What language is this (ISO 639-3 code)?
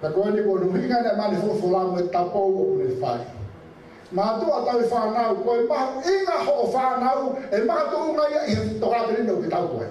ton